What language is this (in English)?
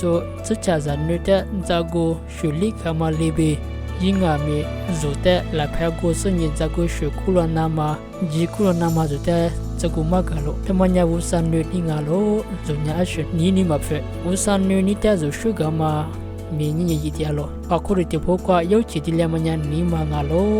Lisu